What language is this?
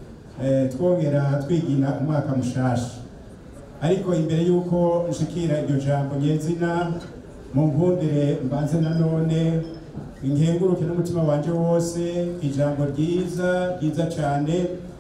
Rundi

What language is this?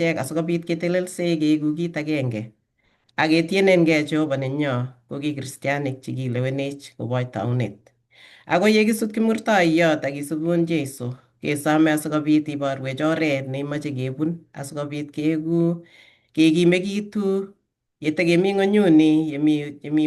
Kalenjin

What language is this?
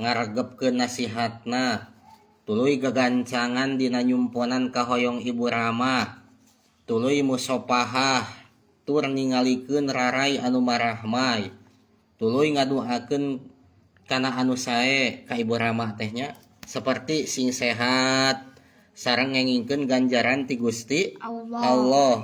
Sundanese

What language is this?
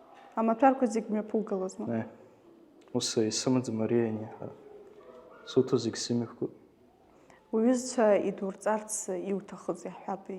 Abkhazian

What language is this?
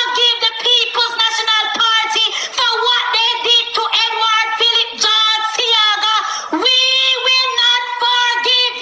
Jamaican Creole English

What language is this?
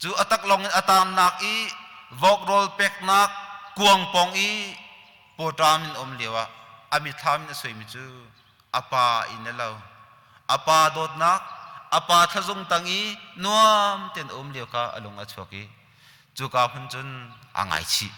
Hakha Chin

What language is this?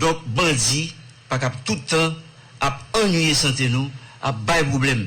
Haitian Creole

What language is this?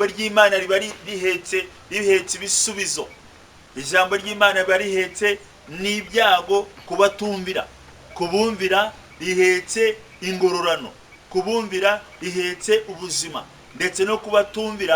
Kinyarwanda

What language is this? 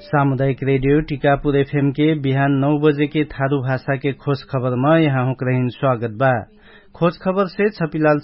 Dangaura Tharu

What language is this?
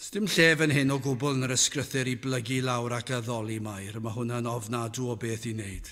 Welsh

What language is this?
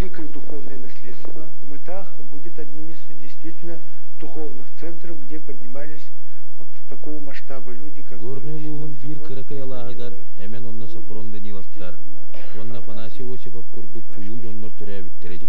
Yakut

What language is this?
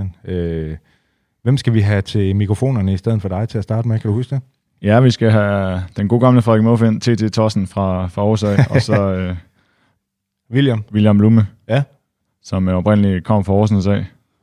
Danish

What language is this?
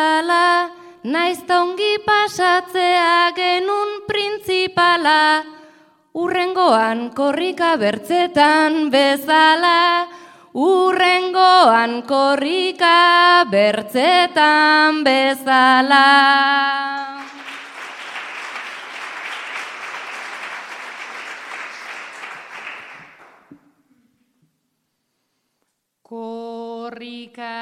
Basque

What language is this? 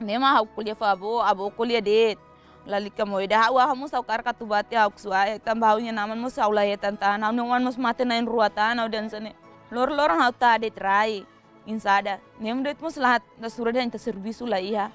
Tetum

